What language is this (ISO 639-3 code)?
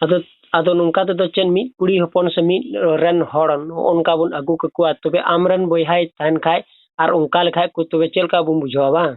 sat